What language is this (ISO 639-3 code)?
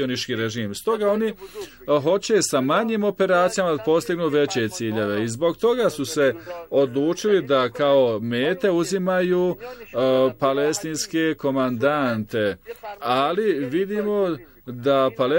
bos